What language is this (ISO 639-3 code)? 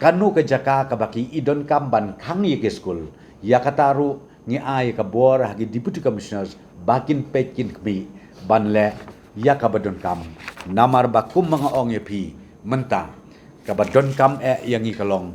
kha